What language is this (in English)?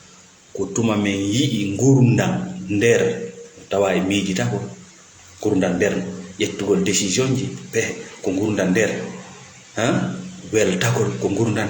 Fula